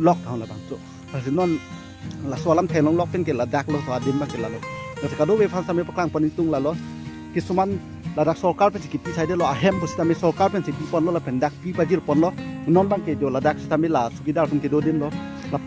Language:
Karbi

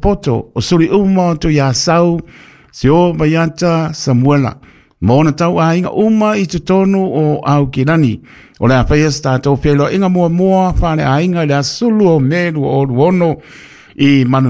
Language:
Samoan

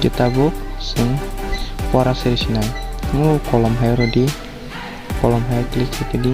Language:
Kok Borok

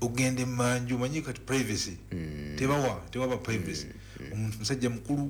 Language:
Ganda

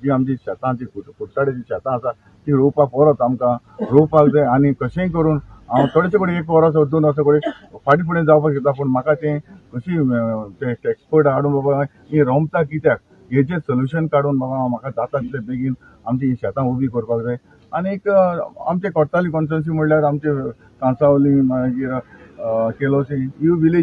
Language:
Konkani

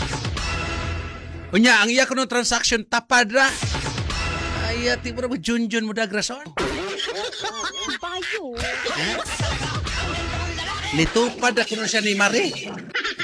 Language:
Cebuano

